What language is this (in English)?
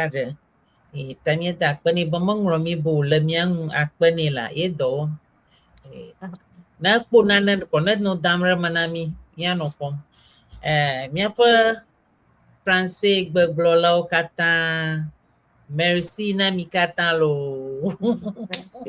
Ewe